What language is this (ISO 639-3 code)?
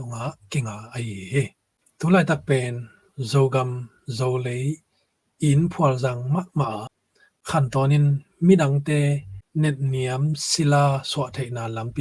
ctd